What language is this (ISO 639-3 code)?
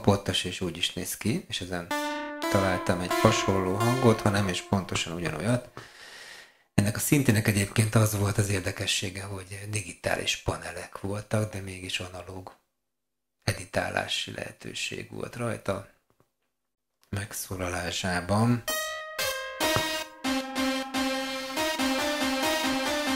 hun